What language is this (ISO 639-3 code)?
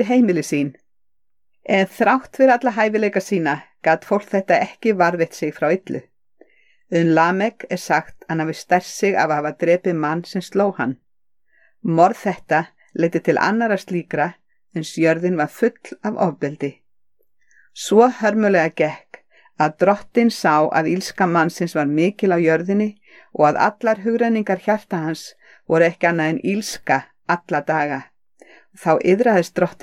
isl